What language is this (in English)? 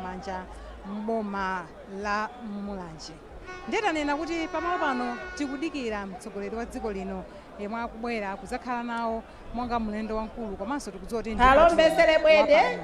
Nyanja